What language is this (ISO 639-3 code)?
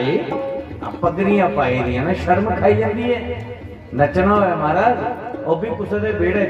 doi